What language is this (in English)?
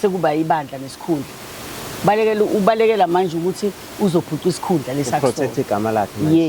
Zulu